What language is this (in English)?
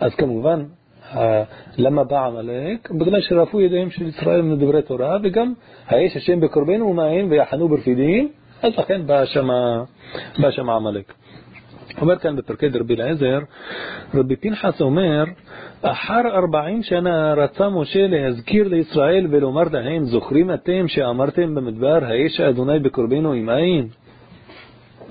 Hebrew